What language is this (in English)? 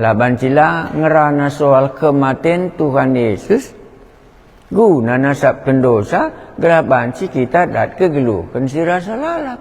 Batak Karo